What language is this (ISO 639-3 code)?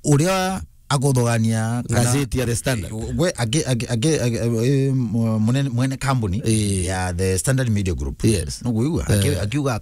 mer